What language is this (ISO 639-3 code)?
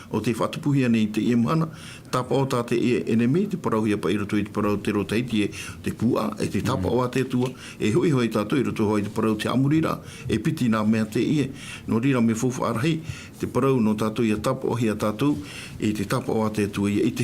tah